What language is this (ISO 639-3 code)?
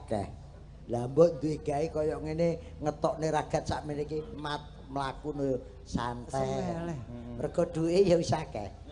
jav